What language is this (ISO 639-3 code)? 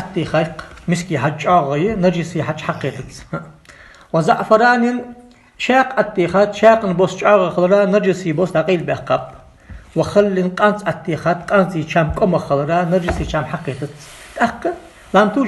inh